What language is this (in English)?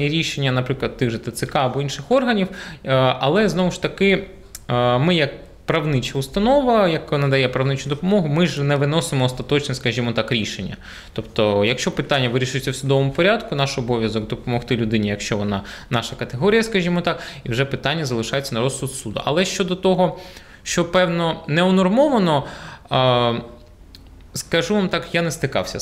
Ukrainian